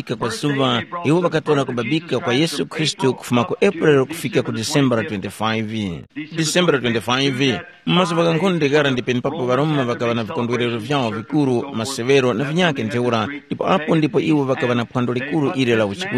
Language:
Tumbuka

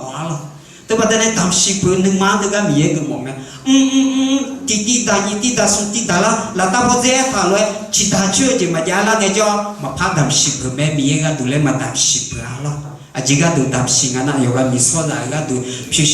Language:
Akha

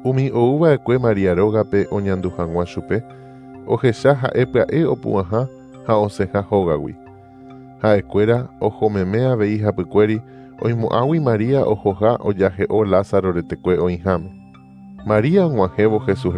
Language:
Guarani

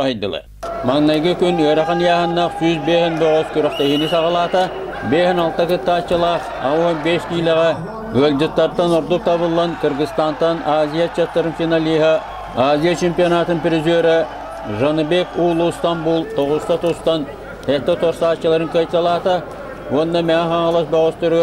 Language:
Yakut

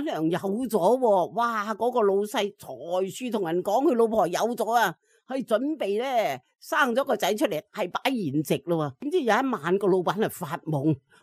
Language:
Cantonese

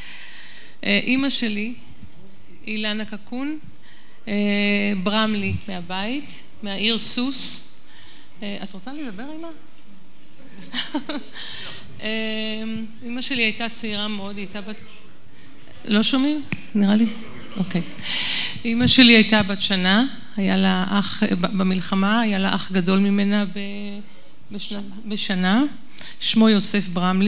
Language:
Hebrew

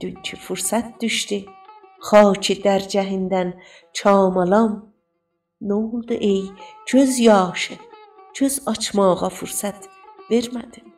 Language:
South Azerbaijani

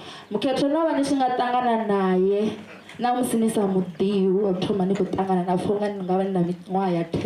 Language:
Venda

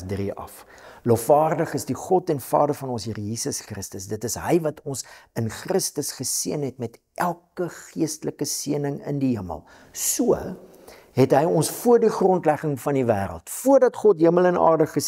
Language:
Afrikaans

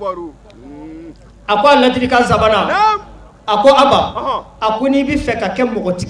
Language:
Bambara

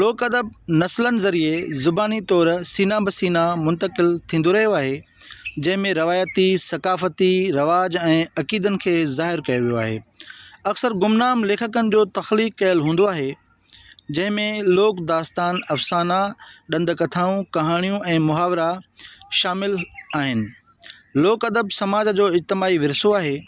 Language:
Sindhi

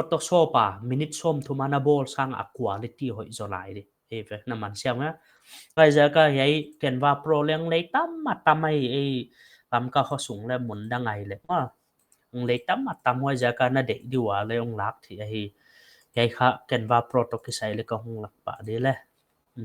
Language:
Paite Chin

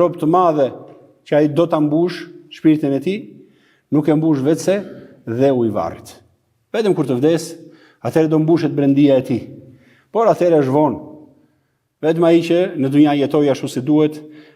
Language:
Albanian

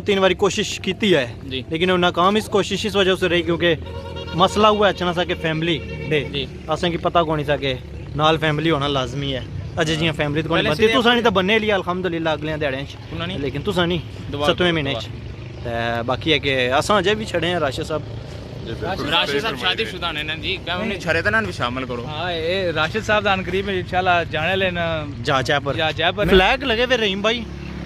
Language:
Pahari-Potwari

